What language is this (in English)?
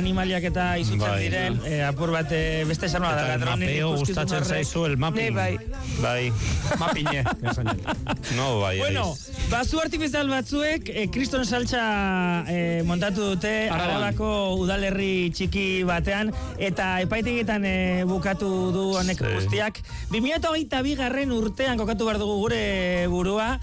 Basque